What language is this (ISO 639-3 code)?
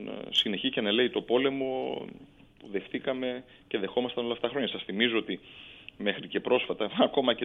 ell